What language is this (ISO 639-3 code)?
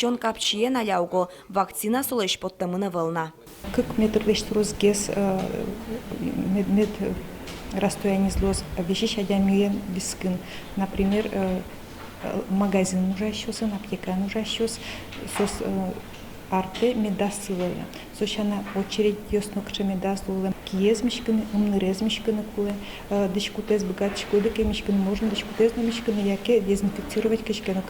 udm